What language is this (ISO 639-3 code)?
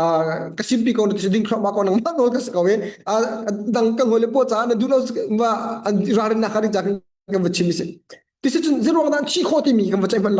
cnh